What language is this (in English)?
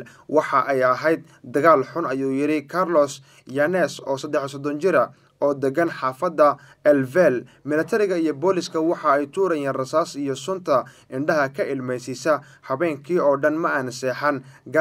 Somali